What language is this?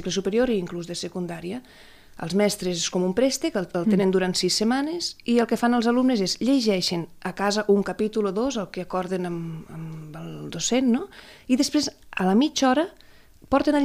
Catalan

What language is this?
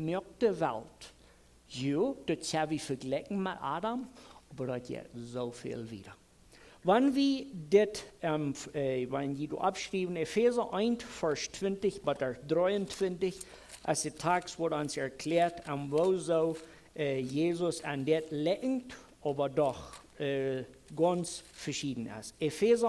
Plautdietsch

